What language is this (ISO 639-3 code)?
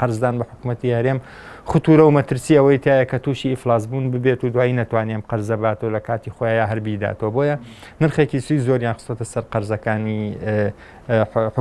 ckb